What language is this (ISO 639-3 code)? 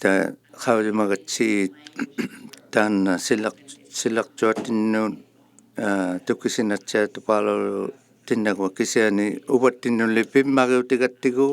iku